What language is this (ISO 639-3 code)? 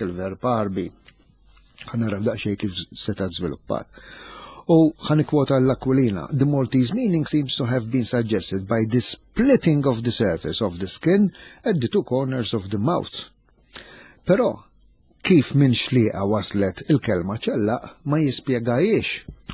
mlt